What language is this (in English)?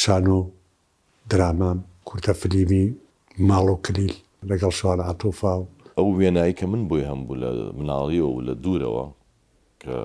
Central Kurdish